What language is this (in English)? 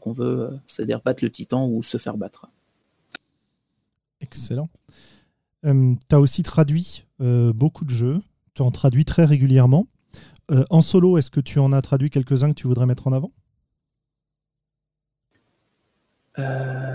French